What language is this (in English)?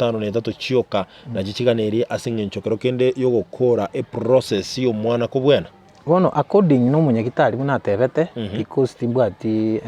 Gusii